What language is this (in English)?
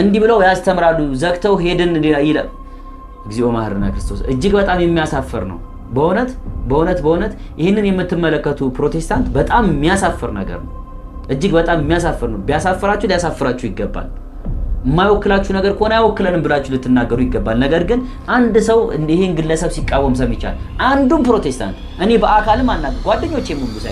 Amharic